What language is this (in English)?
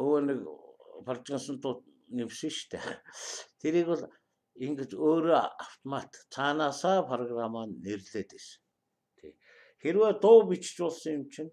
Mongolian